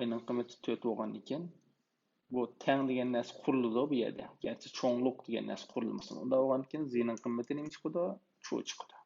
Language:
Uyghur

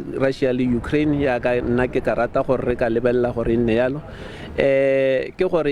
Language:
Tswana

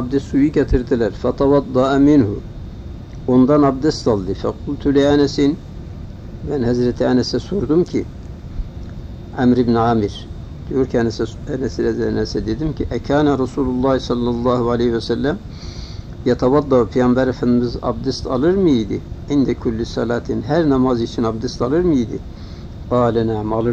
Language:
Turkish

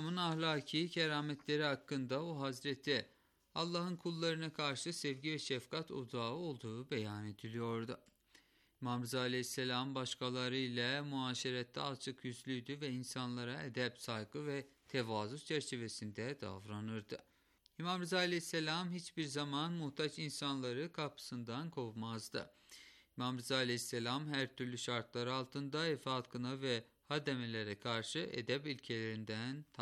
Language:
Turkish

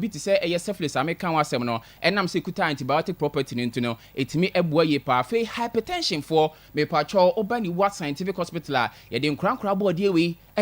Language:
Akan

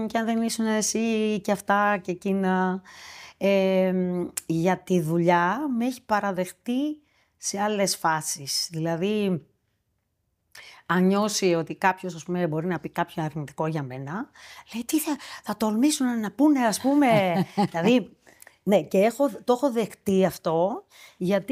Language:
Greek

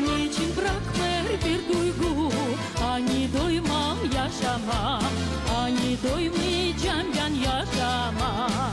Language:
Gagauz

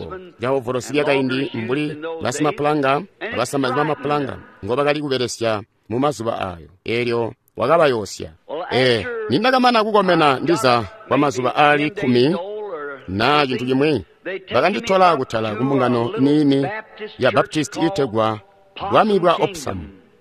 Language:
Tonga (Zambia)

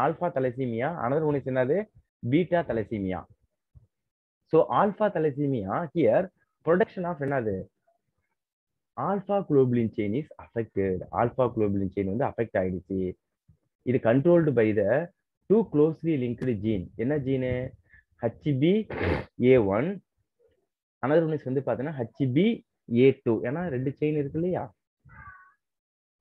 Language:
Tamil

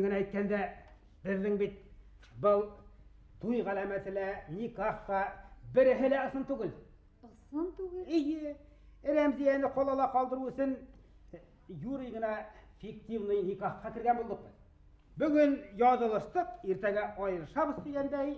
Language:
Bashkir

